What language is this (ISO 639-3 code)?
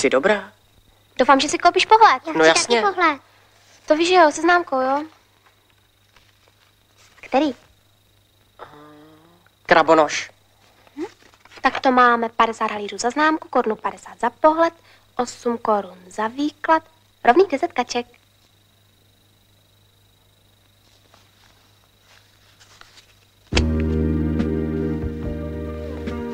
ces